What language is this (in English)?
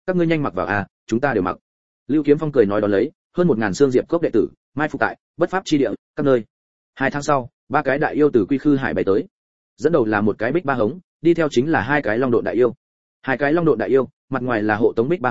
Vietnamese